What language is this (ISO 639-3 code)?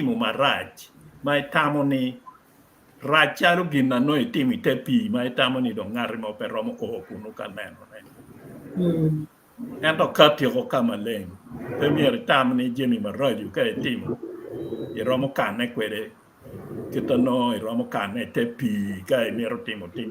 ach